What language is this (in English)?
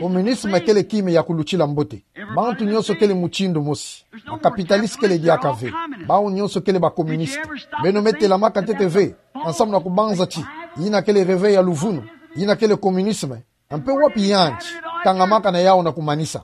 Kituba (Democratic Republic of Congo)